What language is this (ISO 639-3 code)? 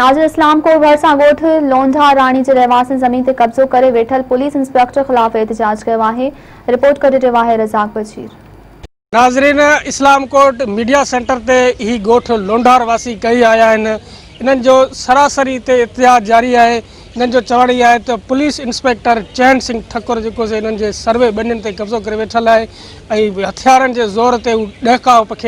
snd